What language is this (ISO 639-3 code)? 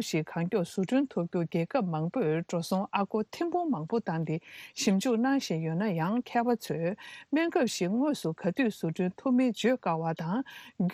bod